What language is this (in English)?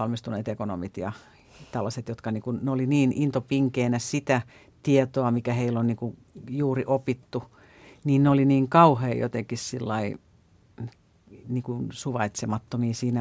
Finnish